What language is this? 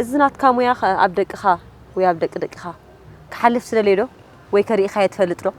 Tigrinya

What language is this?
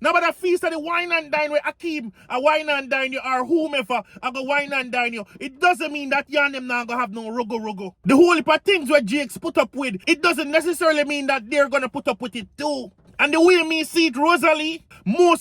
Jamaican Creole English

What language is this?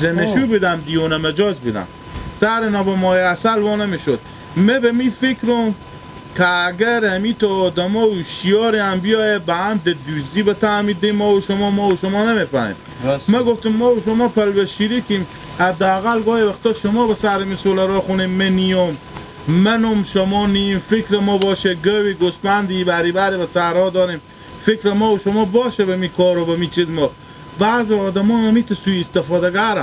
Hazaragi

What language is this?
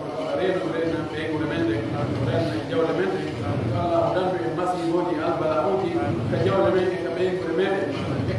Pular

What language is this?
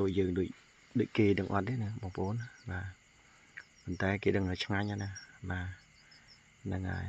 Khmer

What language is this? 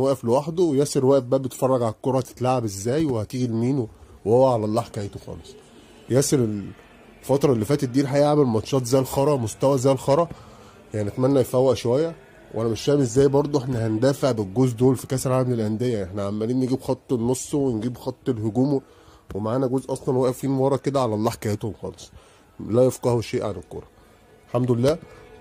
Egyptian Arabic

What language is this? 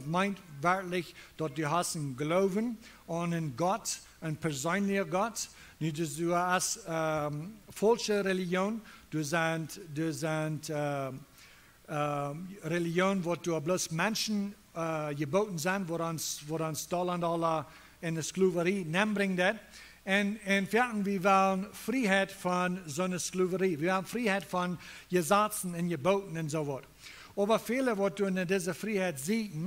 Plautdietsch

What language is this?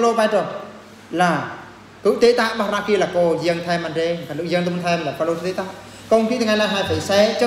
Eastern Bru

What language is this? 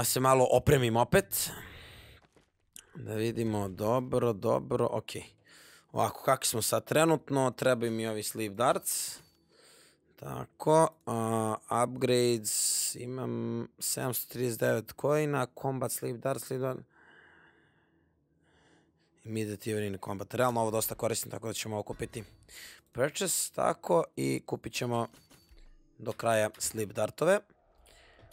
Croatian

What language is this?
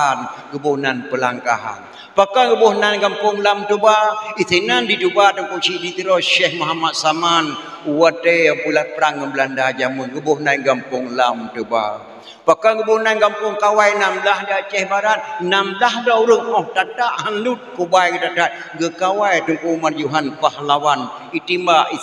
Achinese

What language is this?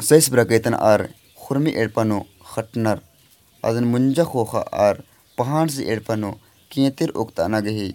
Kurukh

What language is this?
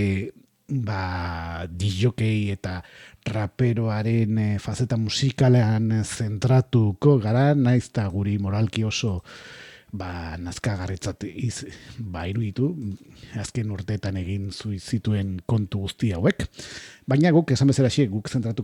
Basque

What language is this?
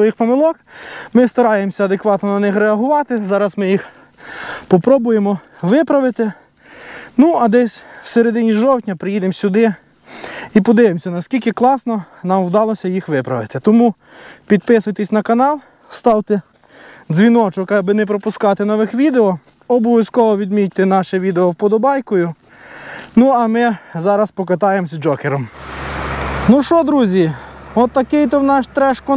Ukrainian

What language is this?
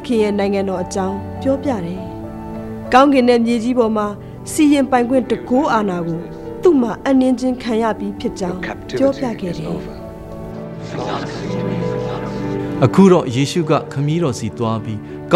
Burmese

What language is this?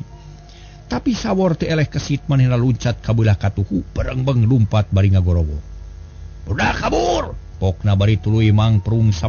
Sundanese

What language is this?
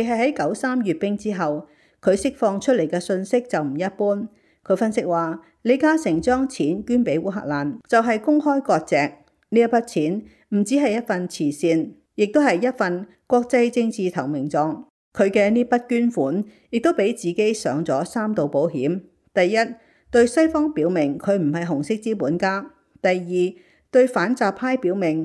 Cantonese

